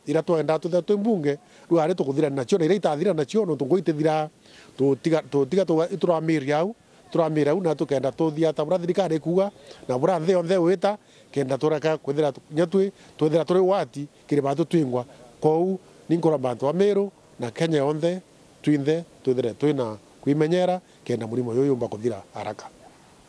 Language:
Meru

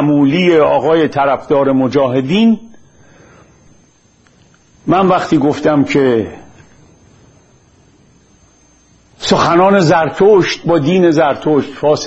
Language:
Persian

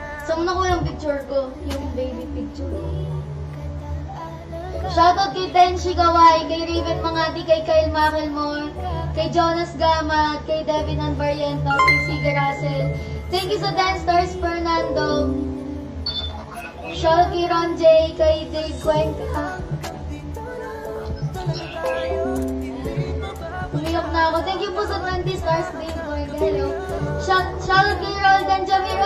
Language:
Filipino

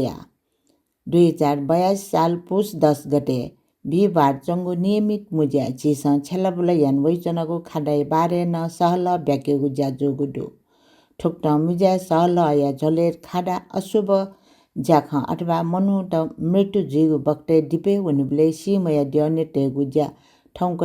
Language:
Newari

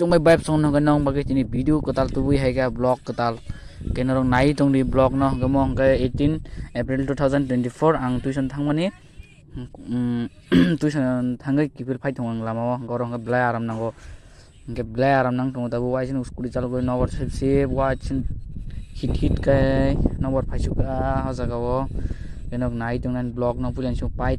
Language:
Kok Borok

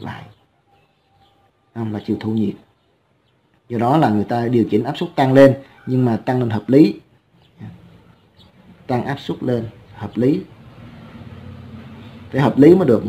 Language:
Vietnamese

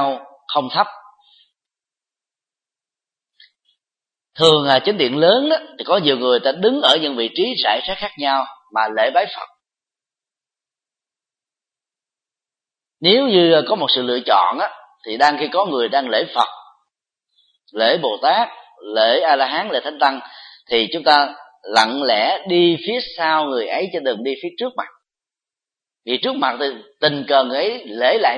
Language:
Vietnamese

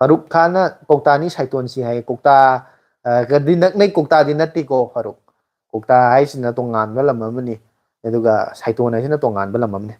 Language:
Manipuri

